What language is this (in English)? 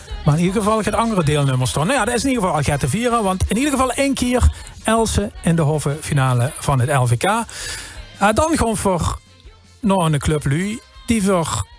Limburgish